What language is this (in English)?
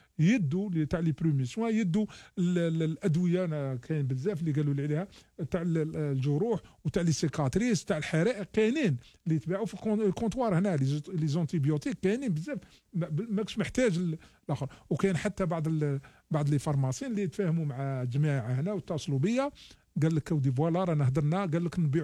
Algerian Arabic